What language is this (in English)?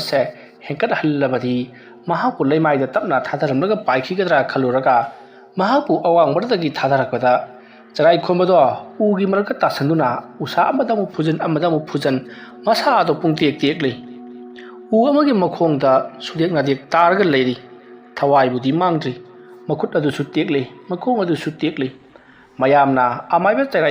Manipuri